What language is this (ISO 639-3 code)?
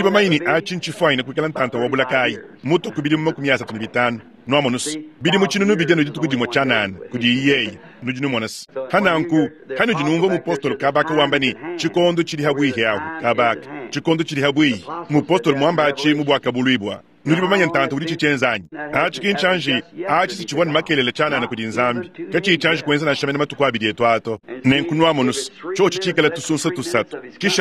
lua